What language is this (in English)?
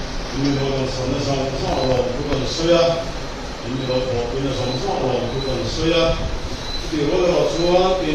Mizo